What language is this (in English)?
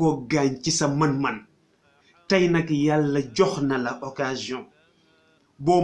Wolof